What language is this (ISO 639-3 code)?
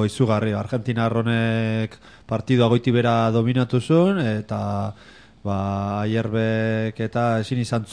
eus